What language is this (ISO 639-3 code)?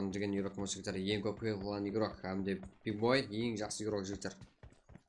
kaa